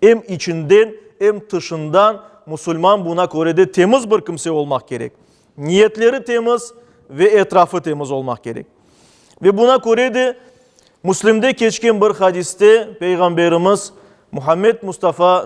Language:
Crimean Tatar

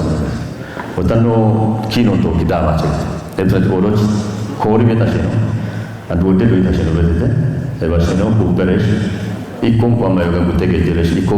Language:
Kafa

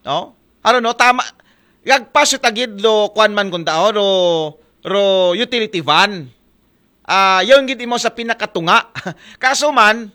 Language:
Aklanon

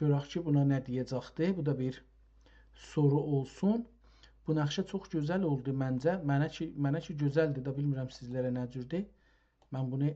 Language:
South Azerbaijani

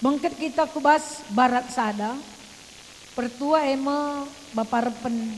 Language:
Batak Karo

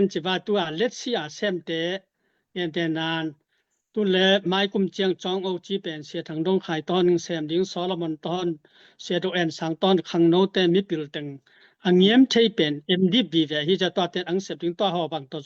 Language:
Tedim Chin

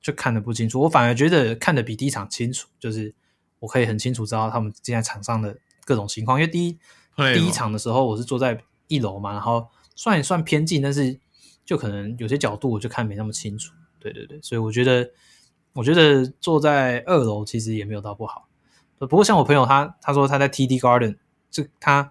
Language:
Chinese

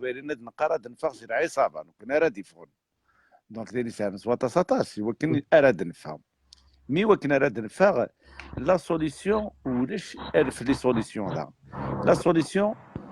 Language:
Kabyle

